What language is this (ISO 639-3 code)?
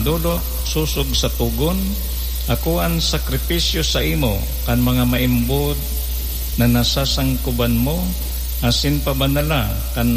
bik